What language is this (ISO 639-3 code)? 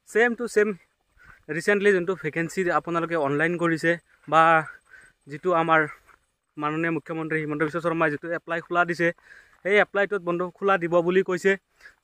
asm